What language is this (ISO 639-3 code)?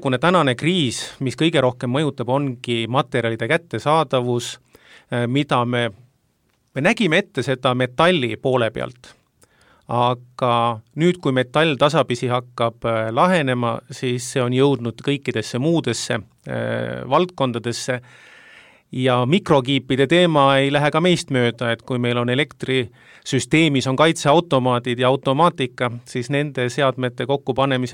est